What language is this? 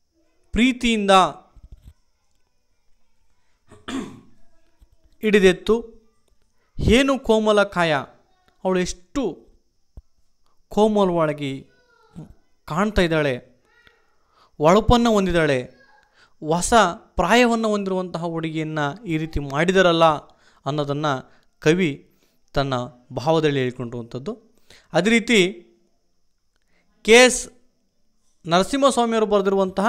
Kannada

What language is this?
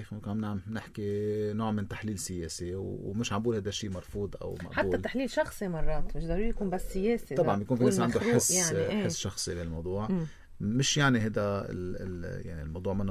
North Levantine Arabic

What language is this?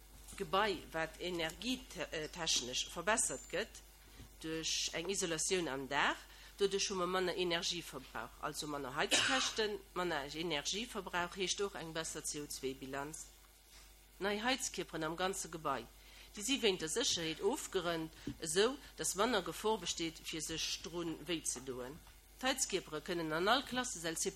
Luxembourgish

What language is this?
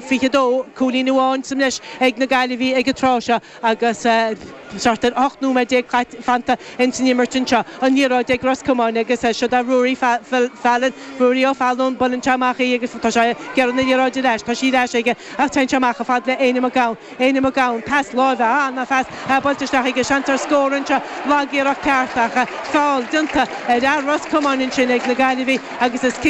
Irish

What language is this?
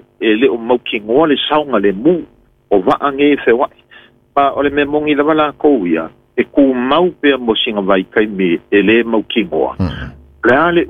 Samoan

